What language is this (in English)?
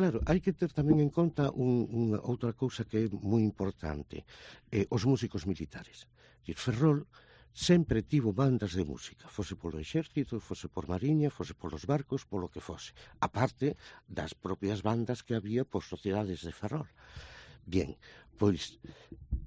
Galician